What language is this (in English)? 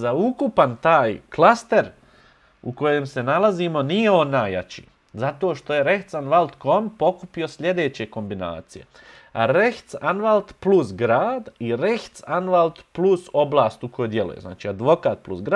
Bosnian